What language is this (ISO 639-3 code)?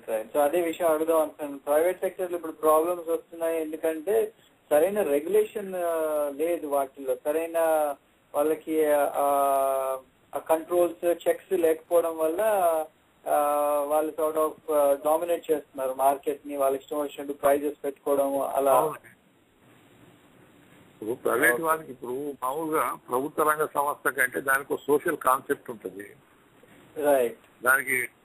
tel